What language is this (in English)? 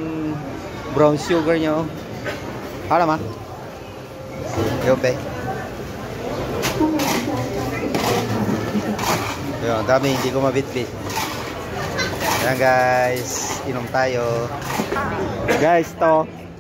Filipino